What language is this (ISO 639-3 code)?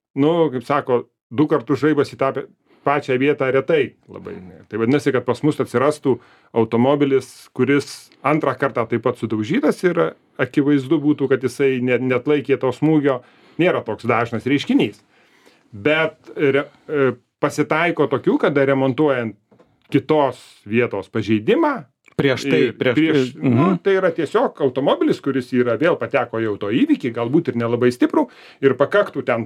lit